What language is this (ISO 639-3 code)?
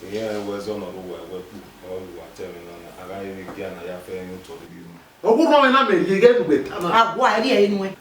bin